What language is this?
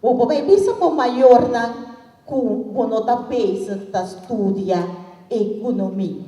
Papiamento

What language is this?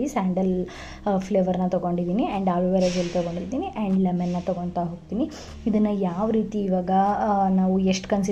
Kannada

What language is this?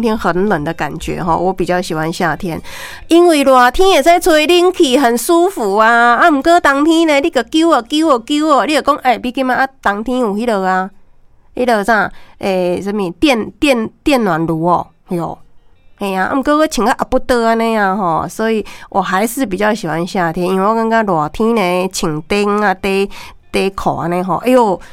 Min Nan Chinese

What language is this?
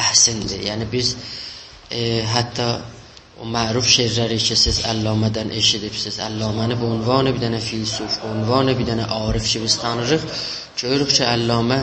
South Azerbaijani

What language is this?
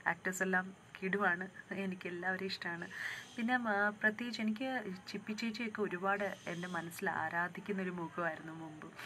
Malayalam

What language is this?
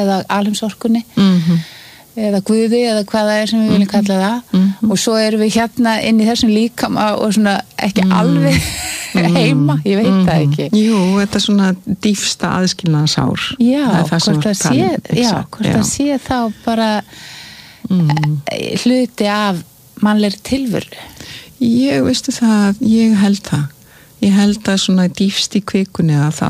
Icelandic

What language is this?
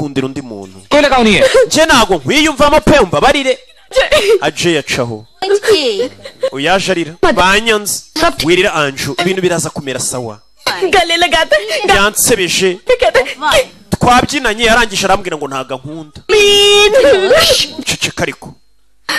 Kinyarwanda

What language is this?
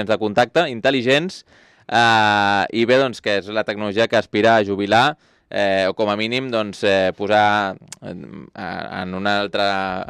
Catalan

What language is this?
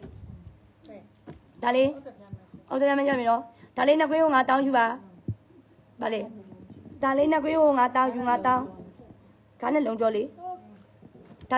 Burmese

